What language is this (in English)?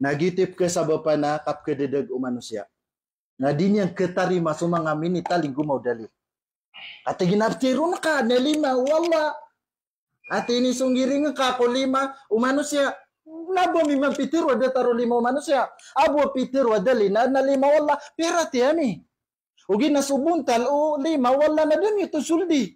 Maranao